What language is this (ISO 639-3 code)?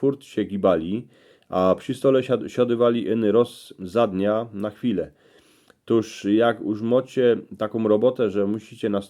szl